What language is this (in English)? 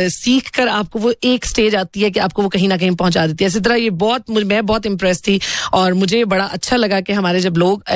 Hindi